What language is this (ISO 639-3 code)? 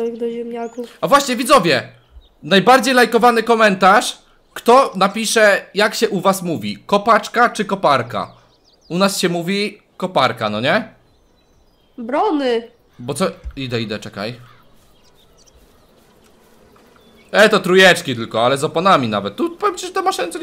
pol